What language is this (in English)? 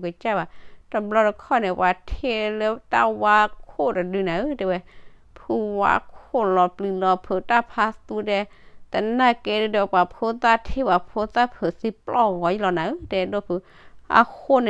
S'gaw Karen